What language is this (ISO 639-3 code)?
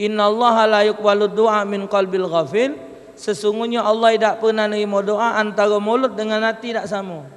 mui